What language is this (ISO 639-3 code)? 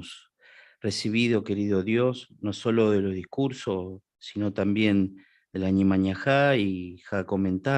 grn